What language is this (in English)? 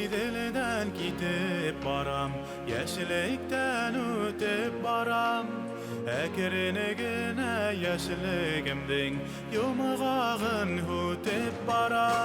Bashkir